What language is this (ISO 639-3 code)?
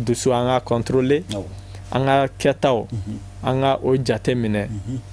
bam